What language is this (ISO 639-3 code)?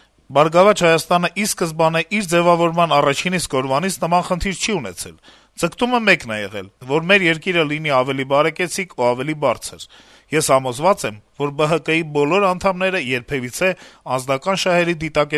hye